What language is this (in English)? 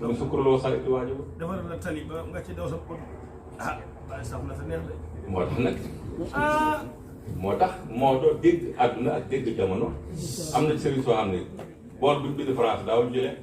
Wolof